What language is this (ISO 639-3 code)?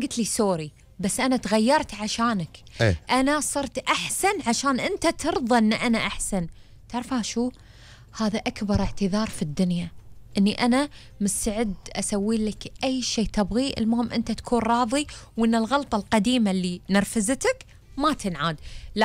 afb